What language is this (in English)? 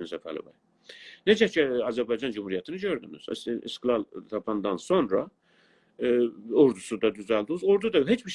South Azerbaijani